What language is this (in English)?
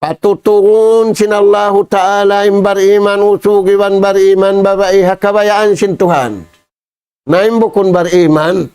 Tausug